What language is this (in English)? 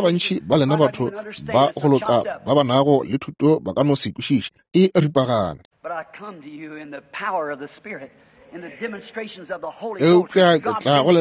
Northern Sotho